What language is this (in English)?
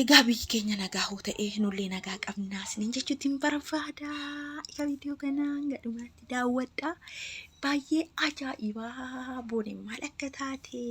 Oromo